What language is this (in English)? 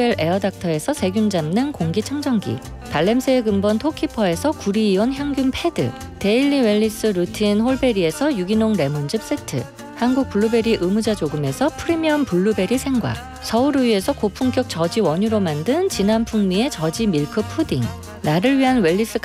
Korean